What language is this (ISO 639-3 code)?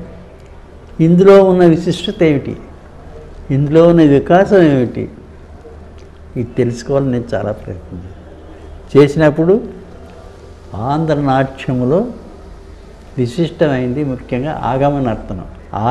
tel